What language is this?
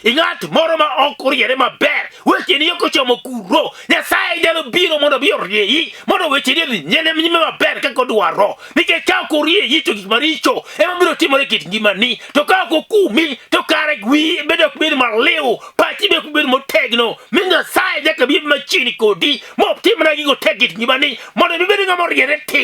Luo (Kenya and Tanzania)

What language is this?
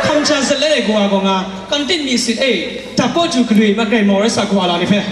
Kachin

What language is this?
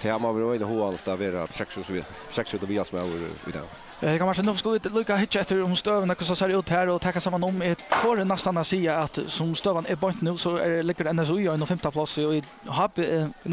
Faroese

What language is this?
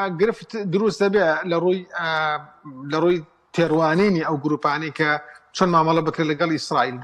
Central Kurdish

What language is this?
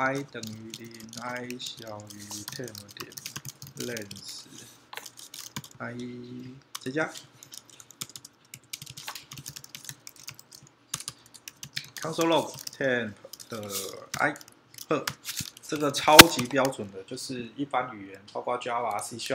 Chinese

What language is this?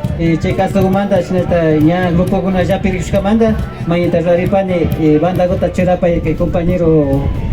Imbabura Highland Quichua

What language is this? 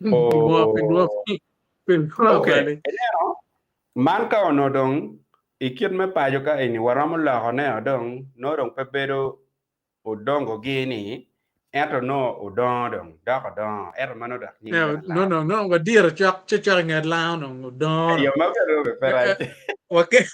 Acoli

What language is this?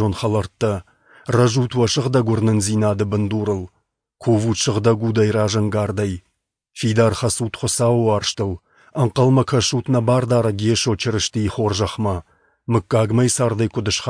Ossetic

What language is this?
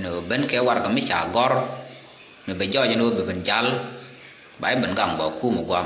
Nuer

